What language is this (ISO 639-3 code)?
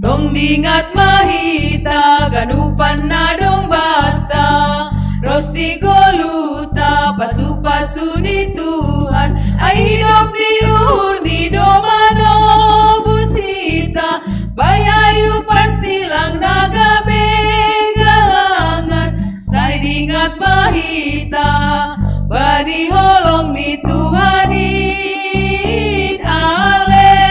bts